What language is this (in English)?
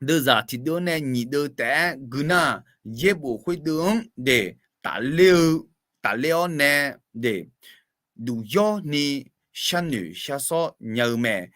Akha